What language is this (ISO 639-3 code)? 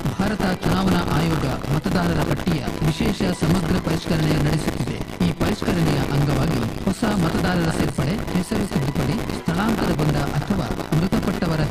kan